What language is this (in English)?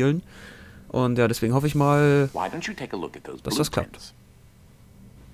German